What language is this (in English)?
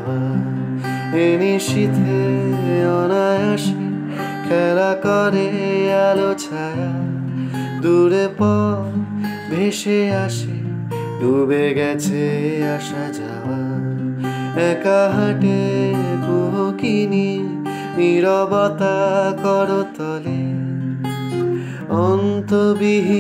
Bangla